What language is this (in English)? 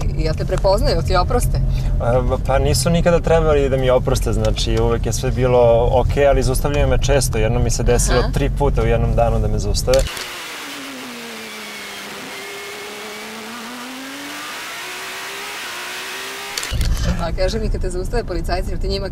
Serbian